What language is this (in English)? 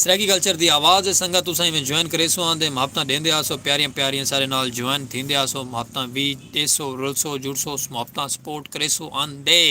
Saraiki